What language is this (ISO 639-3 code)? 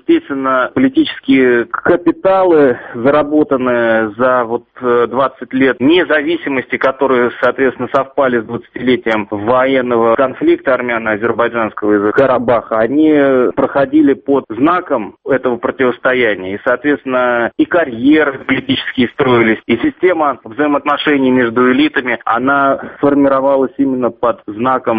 rus